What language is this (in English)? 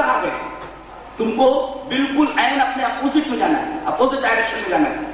Urdu